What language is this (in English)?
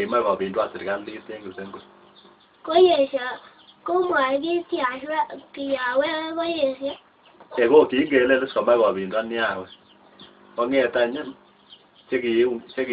Kalenjin